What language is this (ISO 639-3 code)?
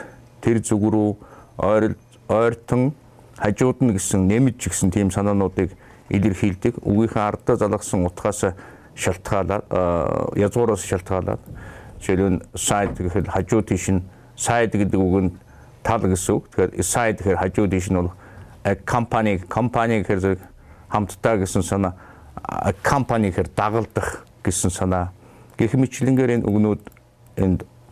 mon